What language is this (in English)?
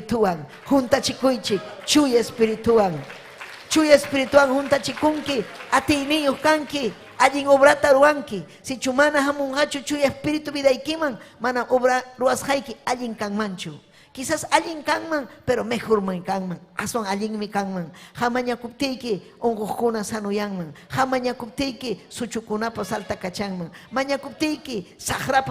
Ayacucho Quechua